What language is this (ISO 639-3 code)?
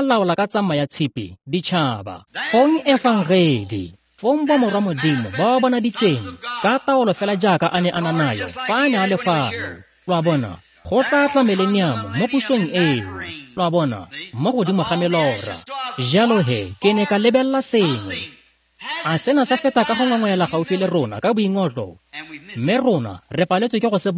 tsn